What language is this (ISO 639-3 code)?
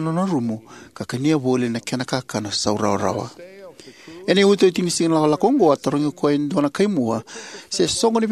fij